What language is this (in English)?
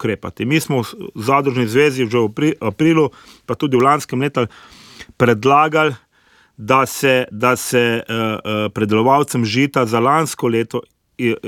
Slovenian